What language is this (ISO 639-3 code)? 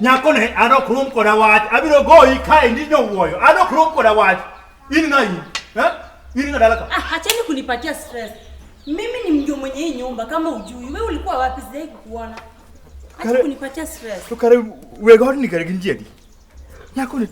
luo